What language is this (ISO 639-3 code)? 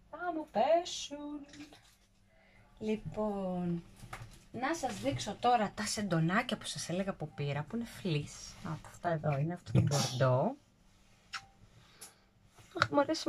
ell